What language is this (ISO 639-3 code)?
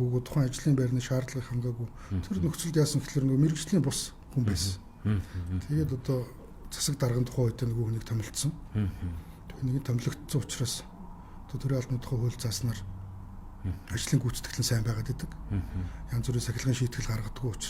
mon